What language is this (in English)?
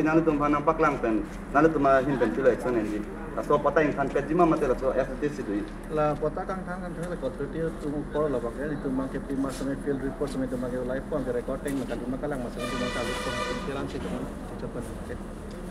Karbi